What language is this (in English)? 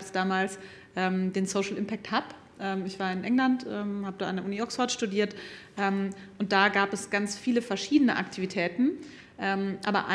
German